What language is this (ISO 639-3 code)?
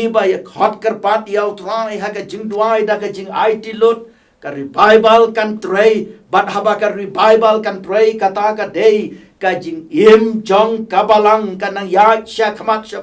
kha